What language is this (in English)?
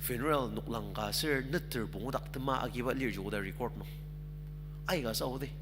Ao Naga